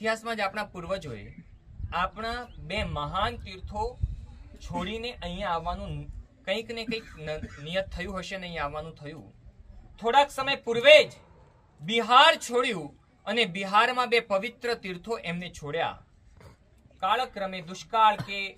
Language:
Gujarati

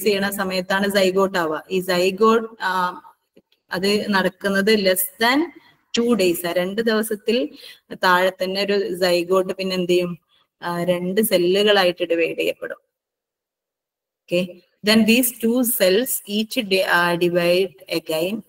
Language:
Malayalam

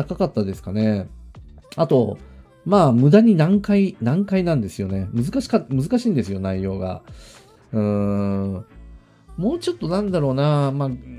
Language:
Japanese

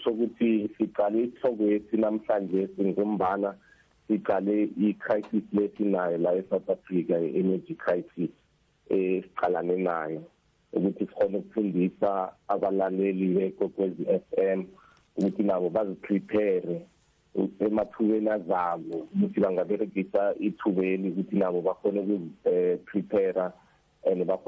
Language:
South Ndebele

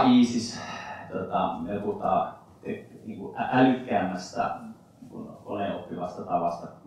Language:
Finnish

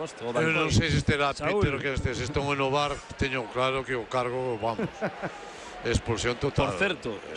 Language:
Galician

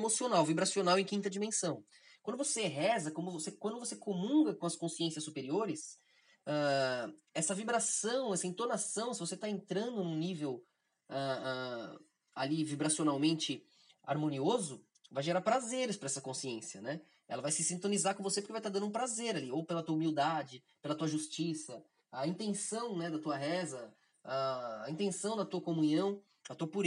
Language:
Portuguese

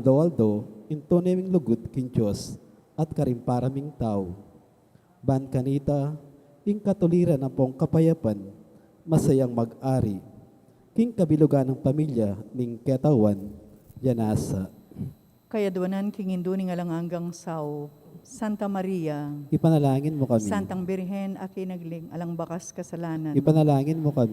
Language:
Pampanga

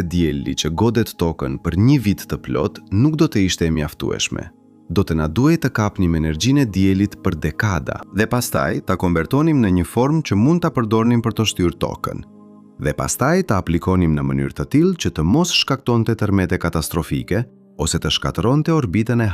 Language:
Albanian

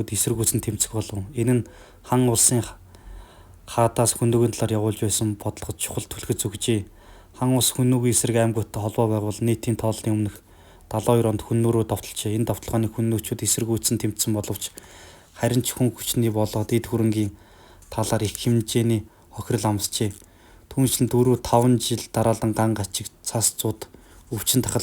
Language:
Mongolian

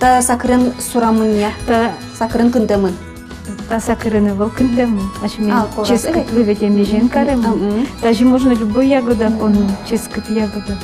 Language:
Udmurt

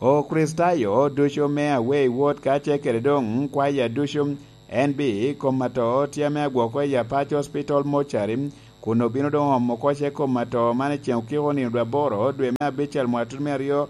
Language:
Lango (Uganda)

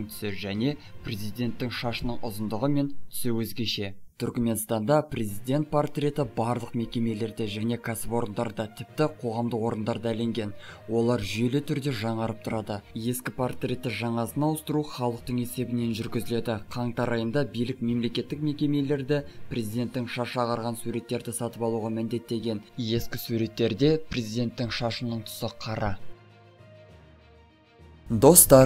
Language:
Kazakh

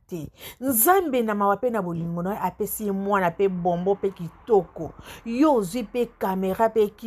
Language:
Lingala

